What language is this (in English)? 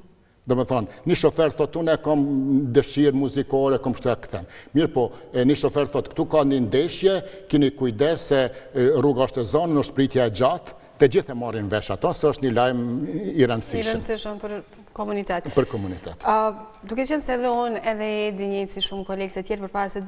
Albanian